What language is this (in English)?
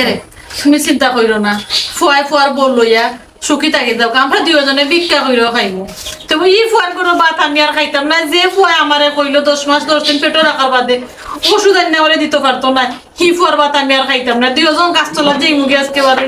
Sylheti